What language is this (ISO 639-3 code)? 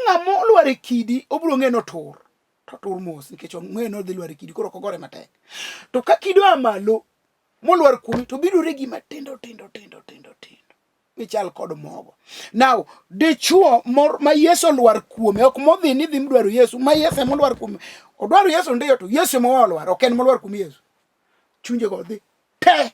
luo